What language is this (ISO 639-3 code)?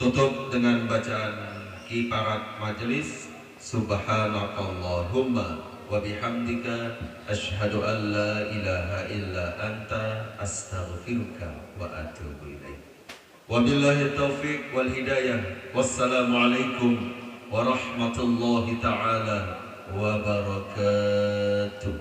sas